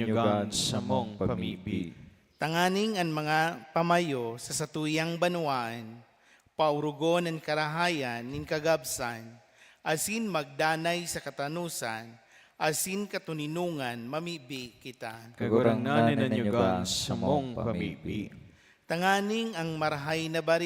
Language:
Bikol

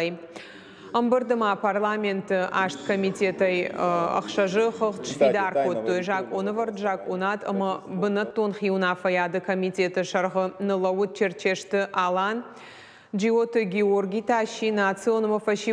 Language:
Ossetic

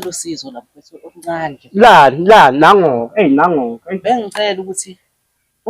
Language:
Zulu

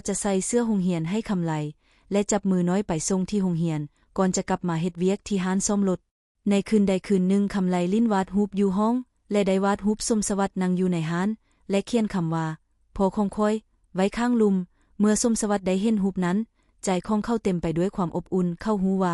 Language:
Lao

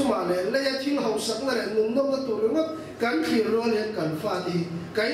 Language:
Mizo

